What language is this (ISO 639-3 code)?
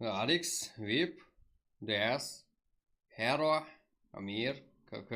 kaa